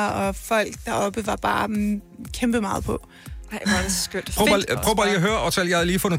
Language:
Danish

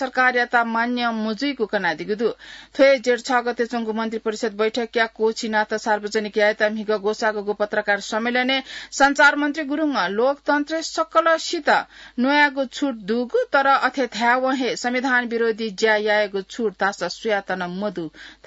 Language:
Newari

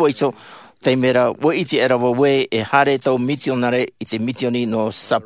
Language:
Tahitian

